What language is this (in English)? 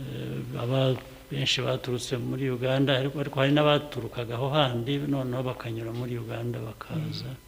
Kinyarwanda